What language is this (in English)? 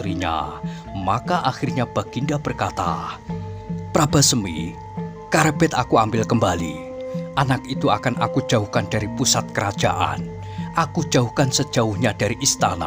Indonesian